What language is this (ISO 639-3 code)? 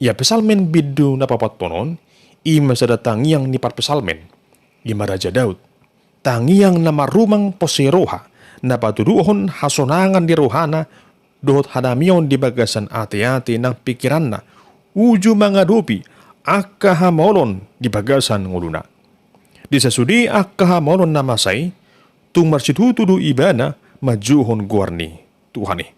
bbc